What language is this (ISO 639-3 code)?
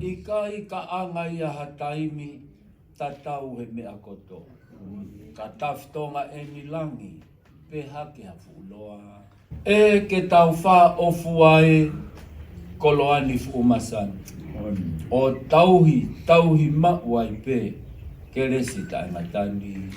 ton